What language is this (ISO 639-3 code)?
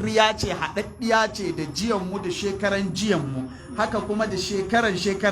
hau